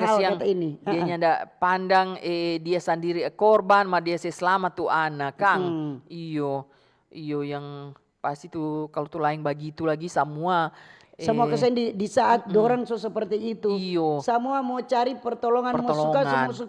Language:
Manado Malay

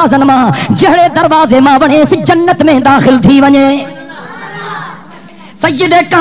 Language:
Sindhi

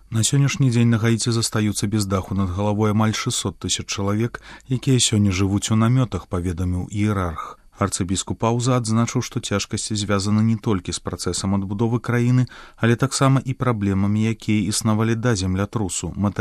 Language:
Belarusian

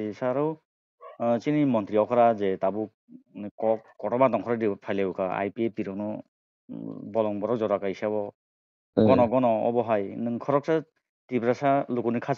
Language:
Kok Borok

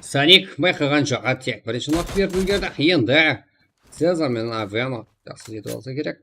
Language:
Kara-Kalpak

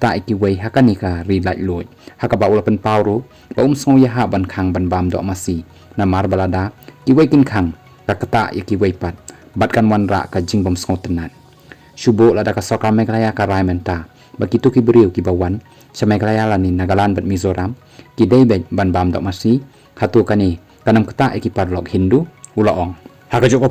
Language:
Khasi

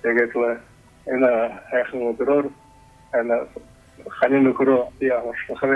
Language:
Buriat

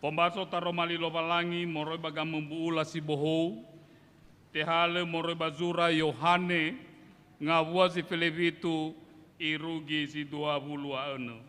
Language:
Nias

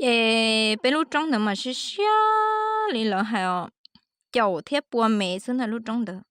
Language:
Hmong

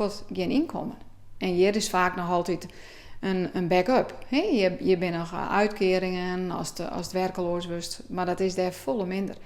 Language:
Western Frisian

